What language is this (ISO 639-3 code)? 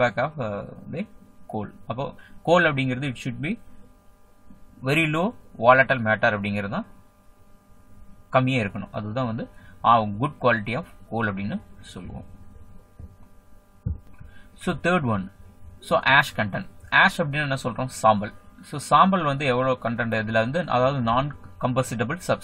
tam